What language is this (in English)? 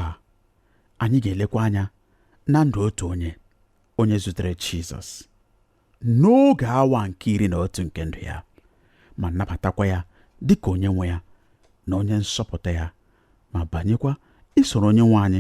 Igbo